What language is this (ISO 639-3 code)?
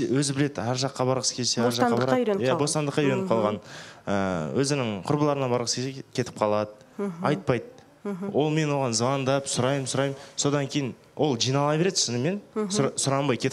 kaz